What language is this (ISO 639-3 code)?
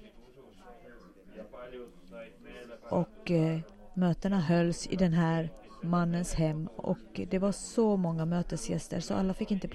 swe